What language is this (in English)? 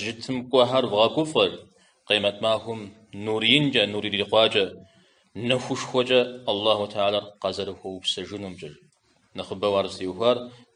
Kabardian